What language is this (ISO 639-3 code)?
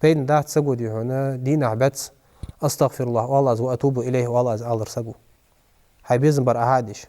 inh